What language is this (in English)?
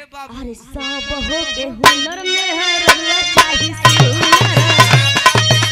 Bhojpuri